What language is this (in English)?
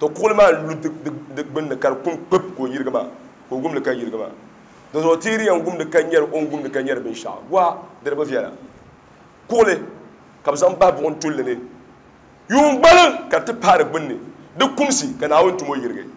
Dagbani